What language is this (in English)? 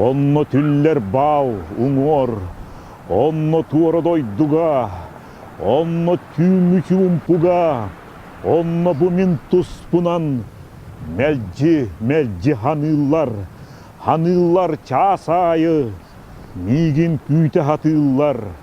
Yakut